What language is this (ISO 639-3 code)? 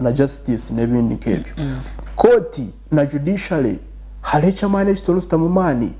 nyn